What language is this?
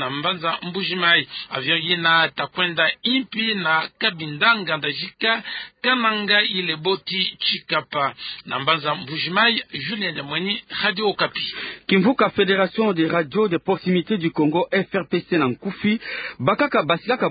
Kituba (Democratic Republic of Congo)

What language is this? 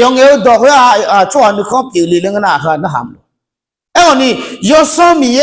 Akha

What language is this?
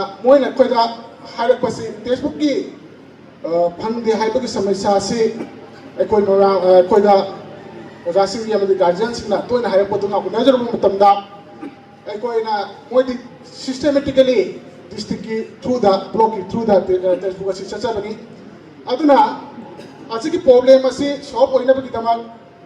Manipuri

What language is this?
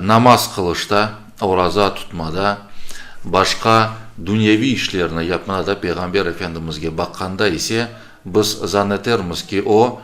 Crimean Tatar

